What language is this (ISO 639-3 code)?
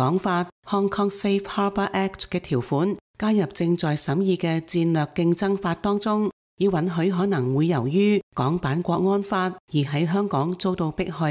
yue